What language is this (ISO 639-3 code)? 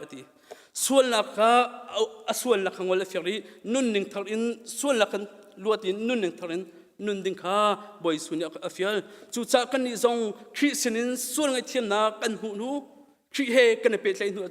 cnh